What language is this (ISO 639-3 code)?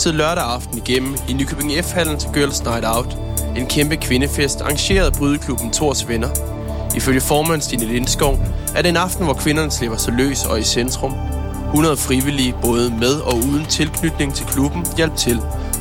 dan